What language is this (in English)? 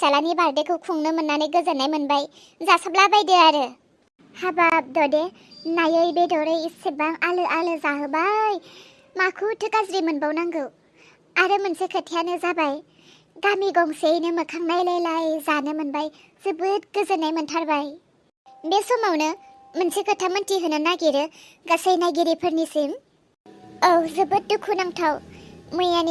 Bodo